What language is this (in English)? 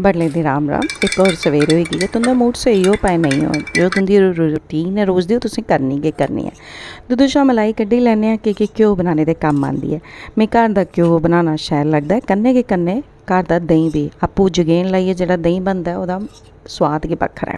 Dogri